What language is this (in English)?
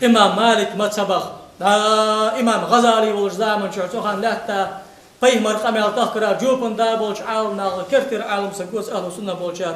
Ingush